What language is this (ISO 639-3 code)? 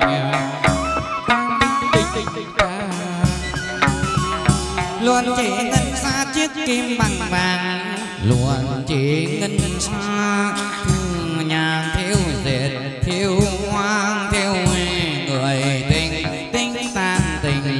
vie